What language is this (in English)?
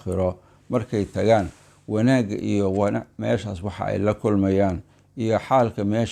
Somali